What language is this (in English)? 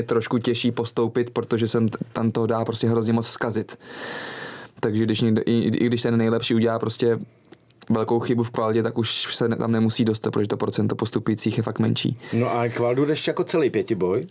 Czech